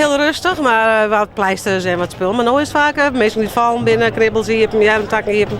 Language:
Western Frisian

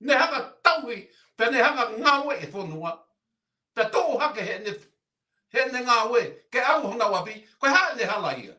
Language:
Tongan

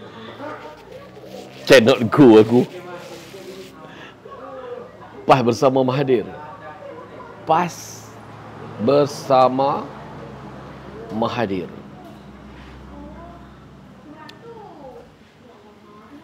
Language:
Malay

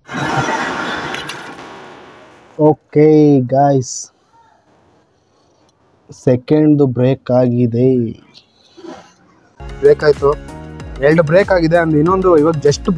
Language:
Kannada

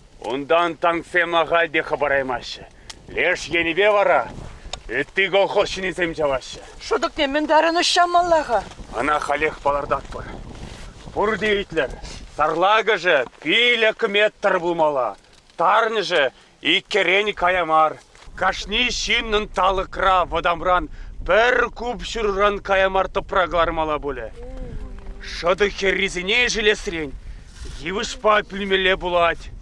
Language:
Chuvash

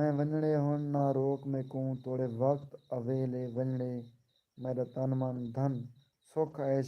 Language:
Saraiki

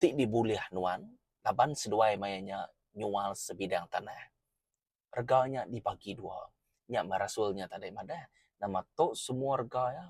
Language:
Iban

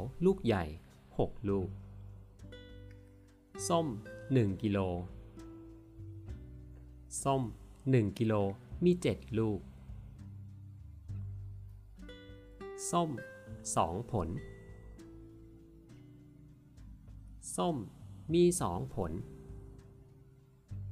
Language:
Thai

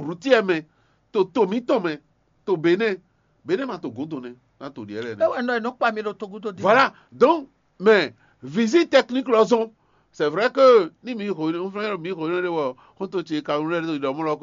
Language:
Fon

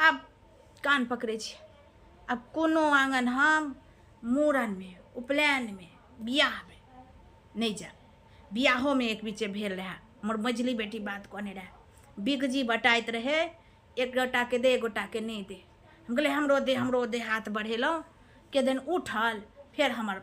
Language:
Maithili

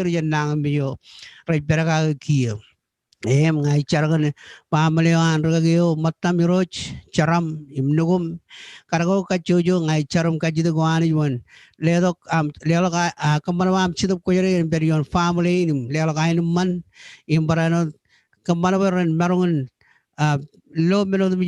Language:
Marshallese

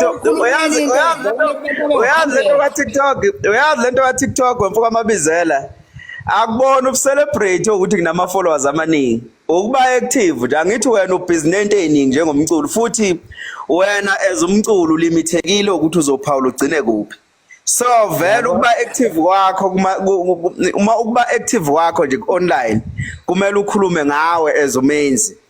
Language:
Zulu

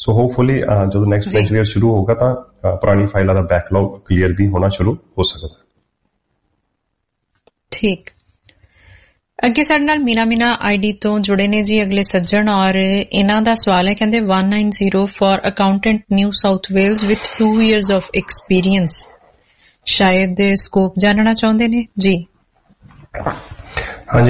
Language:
Punjabi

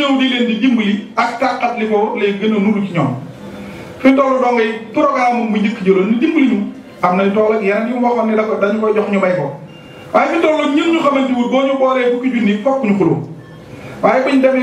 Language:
Wolof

